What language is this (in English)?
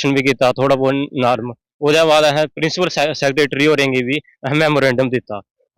Dogri